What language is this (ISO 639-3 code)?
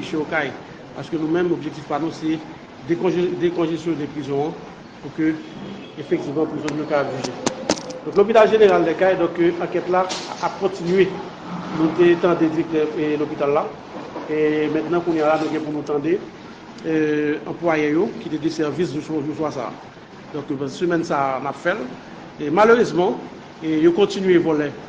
hat